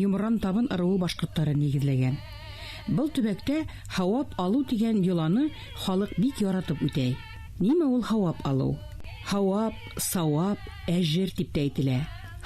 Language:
Bashkir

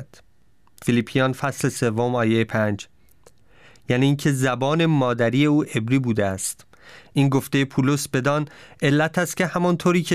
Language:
Persian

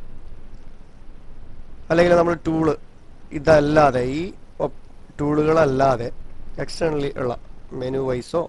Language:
Malayalam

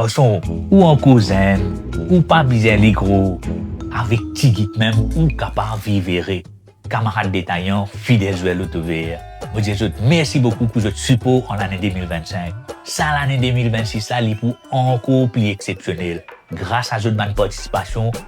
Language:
Morisyen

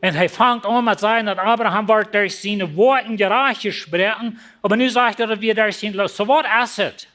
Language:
Plautdietsch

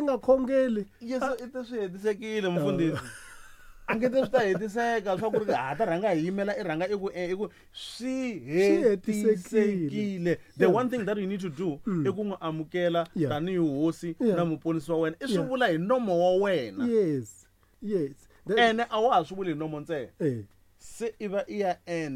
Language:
Tsonga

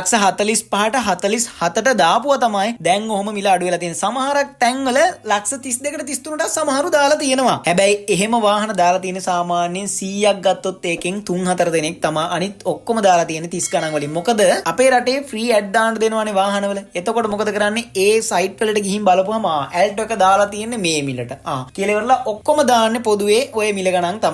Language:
Sinhala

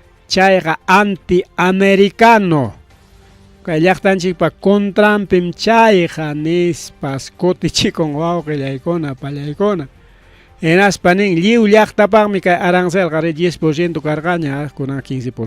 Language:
Ayacucho Quechua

